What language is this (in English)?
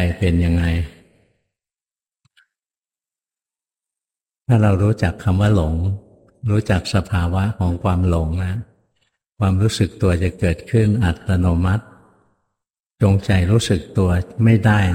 Thai